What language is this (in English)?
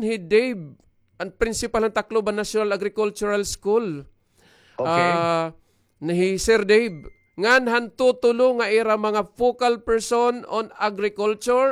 Waray